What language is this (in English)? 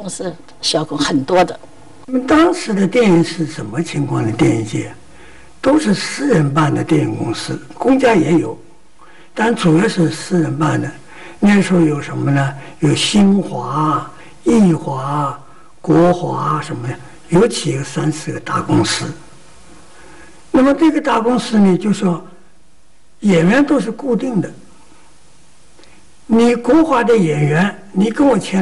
Chinese